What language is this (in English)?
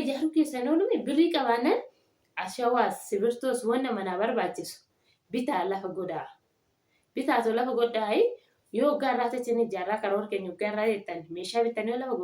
Oromo